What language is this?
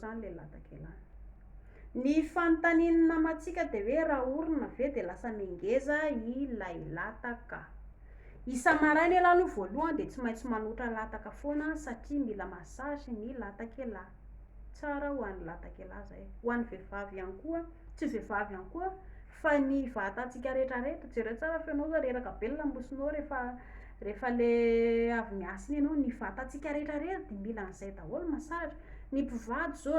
Malagasy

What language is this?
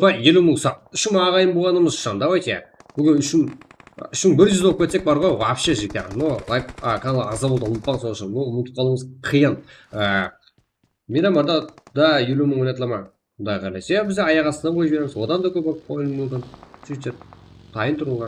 Kara-Kalpak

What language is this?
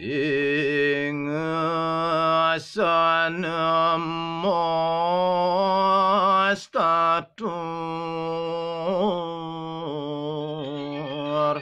Balinese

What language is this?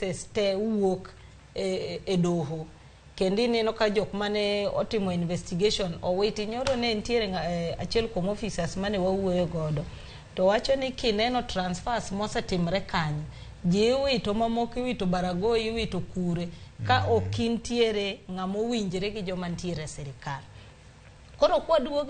Luo (Kenya and Tanzania)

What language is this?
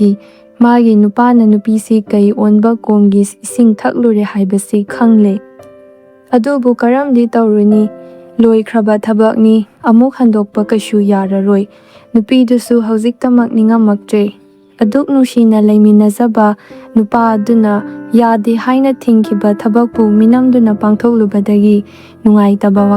Manipuri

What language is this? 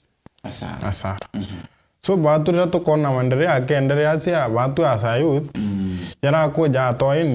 Meru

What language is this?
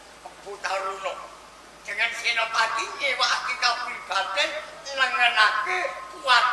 Javanese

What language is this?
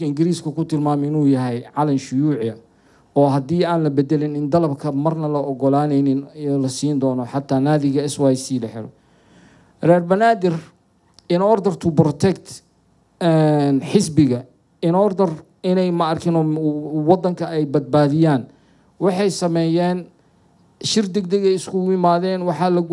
Somali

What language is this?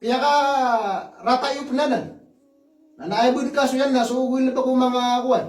Maranao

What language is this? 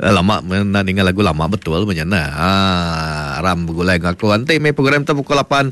Iban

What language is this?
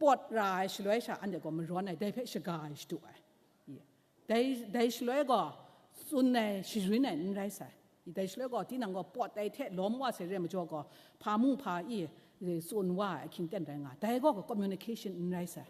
Kachin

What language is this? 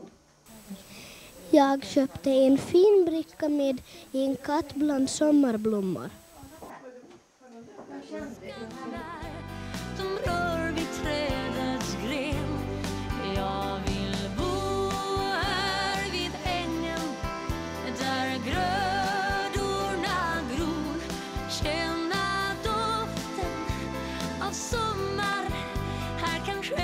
Swedish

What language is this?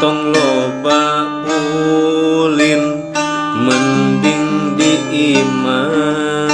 Sundanese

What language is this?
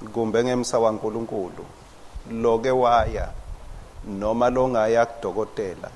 Swati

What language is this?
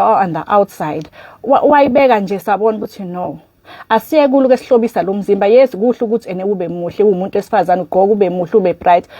Zulu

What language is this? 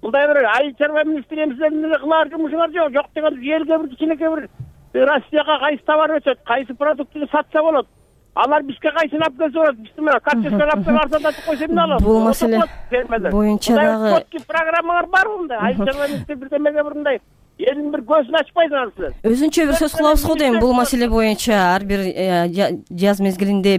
Kyrgyz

